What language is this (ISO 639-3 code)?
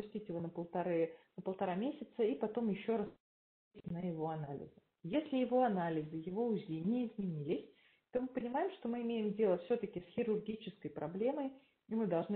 rus